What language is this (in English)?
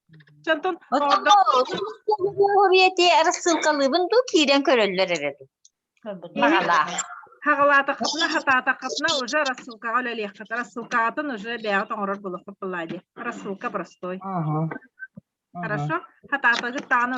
Yakut